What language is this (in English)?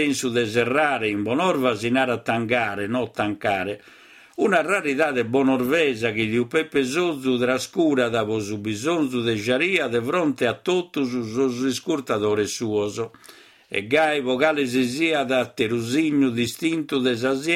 Sardinian